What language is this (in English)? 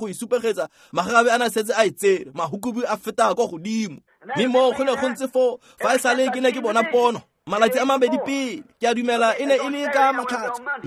Tswana